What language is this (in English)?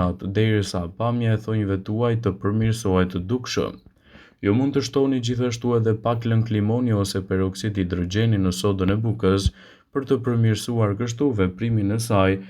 Albanian